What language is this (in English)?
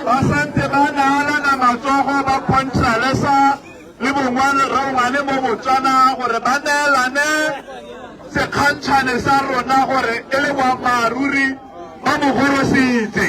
Tswana